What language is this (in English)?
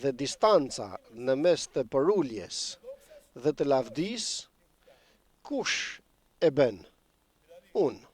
Albanian